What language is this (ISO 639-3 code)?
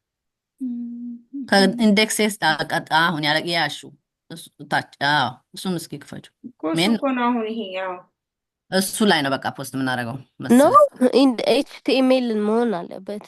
amh